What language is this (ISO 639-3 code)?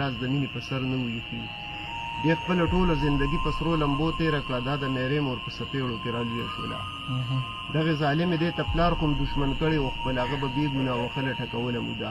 pus